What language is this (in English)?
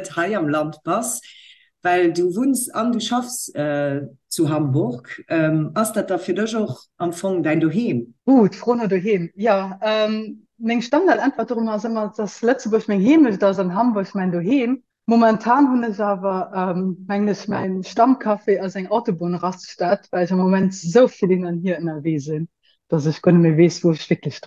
Luxembourgish